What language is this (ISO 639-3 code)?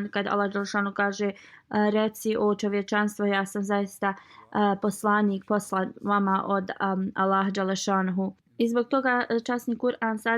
bos